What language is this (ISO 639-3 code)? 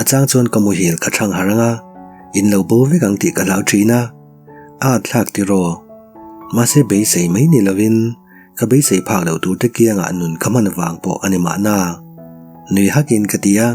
lus